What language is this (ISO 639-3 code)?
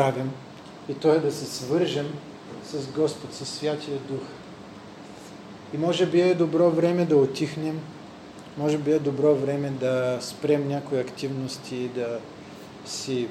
bul